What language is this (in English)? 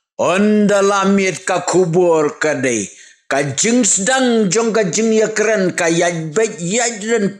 Khasi